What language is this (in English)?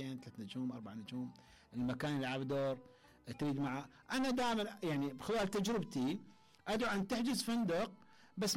Mesopotamian Arabic